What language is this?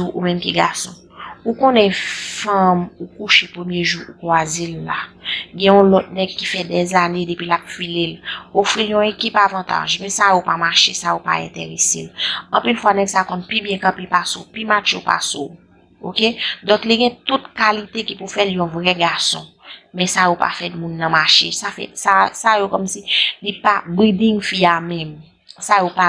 Haitian Creole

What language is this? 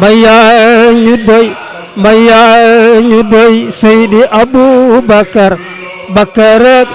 Wolof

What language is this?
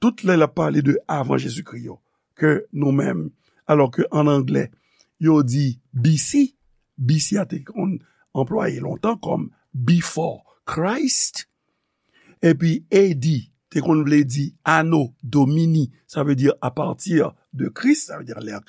Haitian Creole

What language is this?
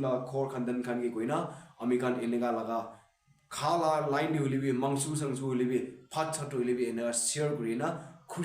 Naga Pidgin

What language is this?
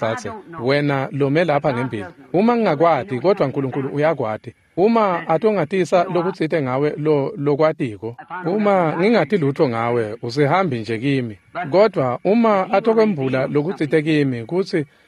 Swati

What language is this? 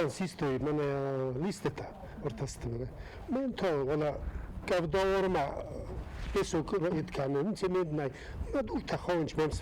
Ossetic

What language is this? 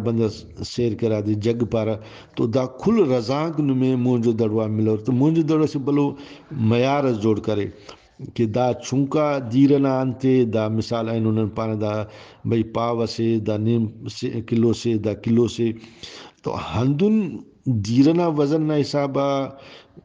Brahui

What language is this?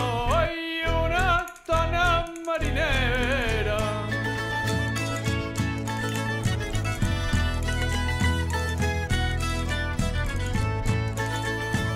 Catalan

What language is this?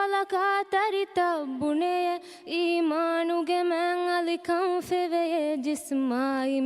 Divehi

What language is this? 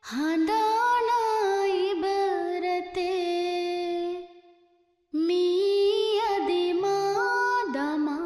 Divehi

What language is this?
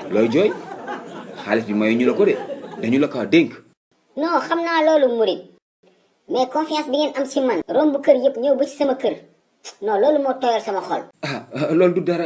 Wolof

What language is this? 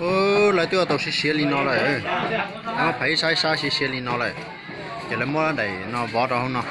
Hmong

